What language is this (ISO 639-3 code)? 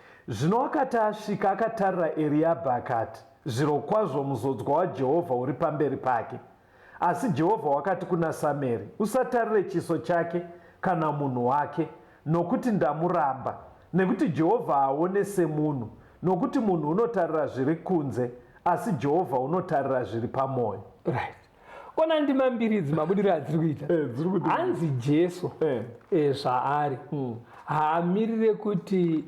sna